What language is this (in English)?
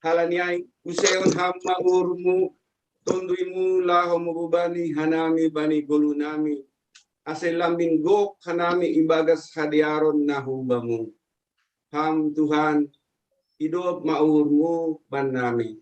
Batak Simalungun